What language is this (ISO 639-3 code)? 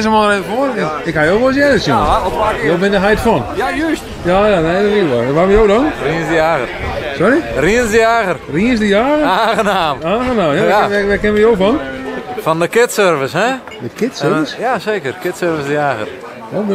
fry